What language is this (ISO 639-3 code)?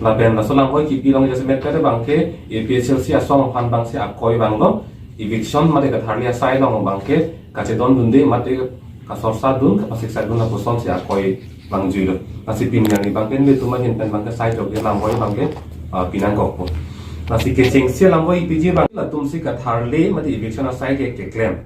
mjw